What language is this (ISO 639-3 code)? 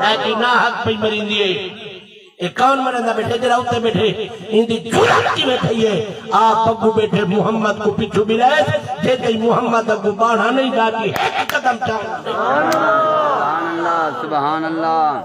skr